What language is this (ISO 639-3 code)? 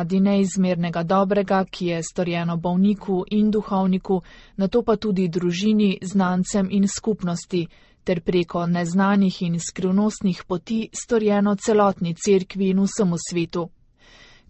slv